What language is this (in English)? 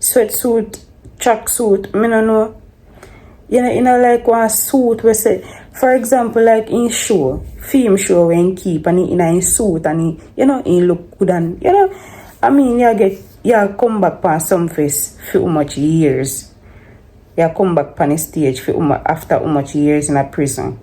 Jamaican Creole English